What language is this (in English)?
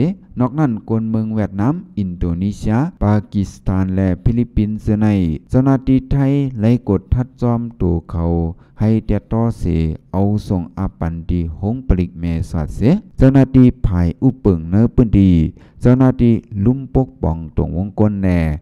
Shan